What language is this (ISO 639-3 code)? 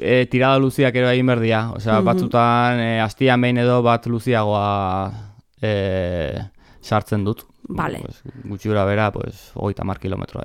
eus